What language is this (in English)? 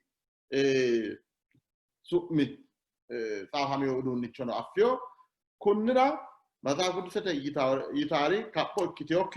Sidamo